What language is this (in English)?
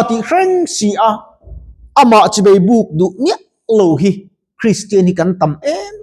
Mizo